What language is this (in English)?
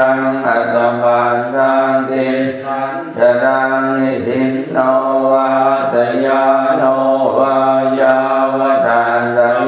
Pali